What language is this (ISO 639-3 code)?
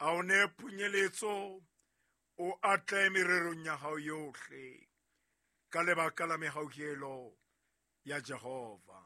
sot